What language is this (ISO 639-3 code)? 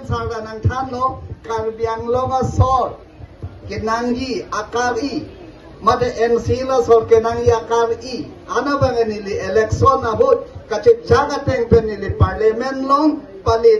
mjw